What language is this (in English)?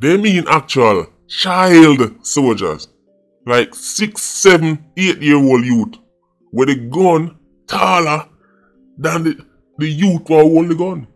Jamaican Creole English